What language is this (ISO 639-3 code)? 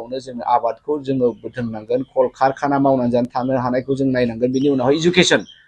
brx